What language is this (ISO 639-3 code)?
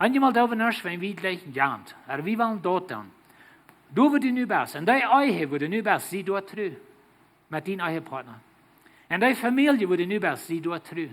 pdt